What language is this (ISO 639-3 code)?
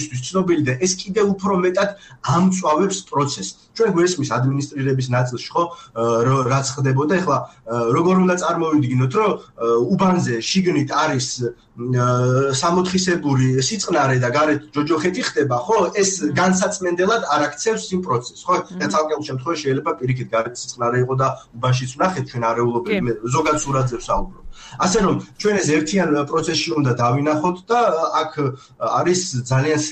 kat